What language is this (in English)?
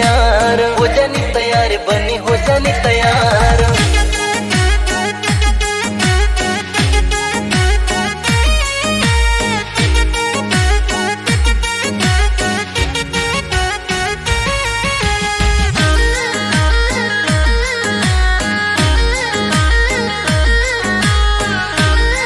Bhojpuri